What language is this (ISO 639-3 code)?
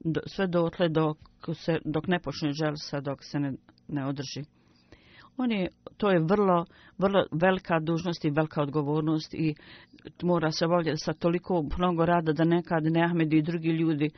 bos